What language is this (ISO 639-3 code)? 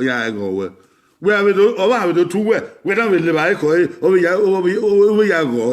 bin